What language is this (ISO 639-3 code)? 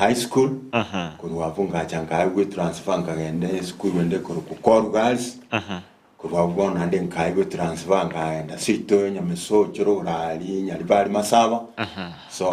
guz